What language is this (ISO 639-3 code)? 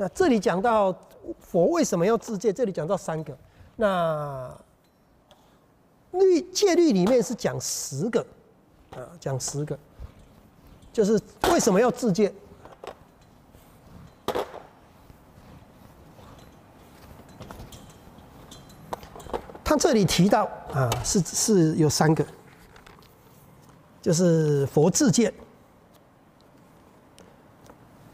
zho